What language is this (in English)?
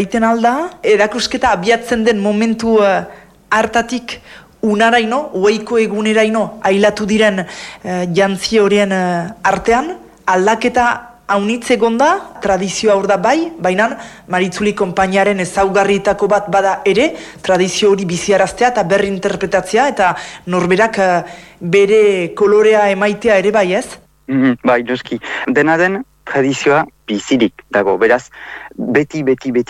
Basque